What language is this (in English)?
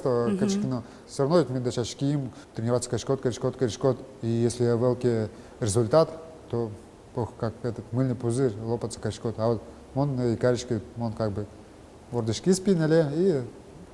Udmurt